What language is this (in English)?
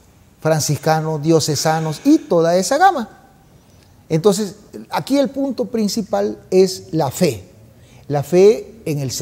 Spanish